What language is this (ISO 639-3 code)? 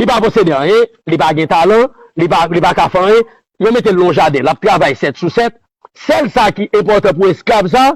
hat